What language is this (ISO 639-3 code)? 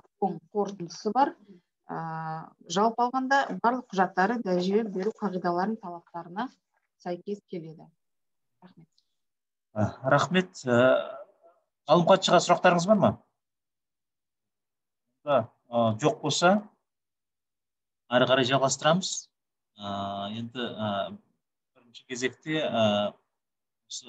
kaz